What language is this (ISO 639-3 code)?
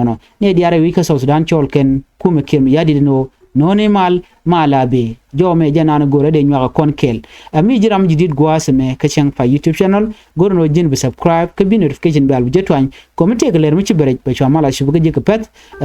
nus